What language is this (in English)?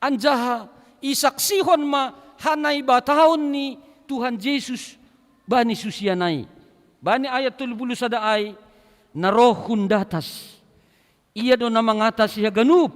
Batak Simalungun